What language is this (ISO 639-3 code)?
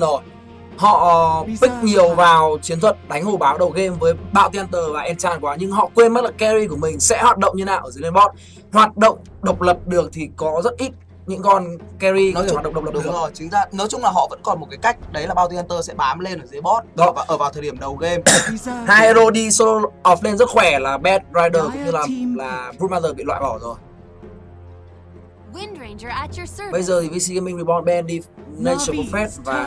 vie